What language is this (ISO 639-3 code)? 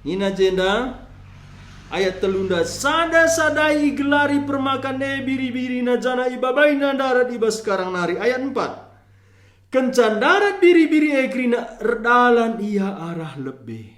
btx